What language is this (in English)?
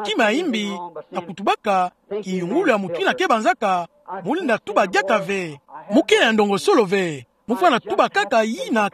Kituba (Democratic Republic of Congo)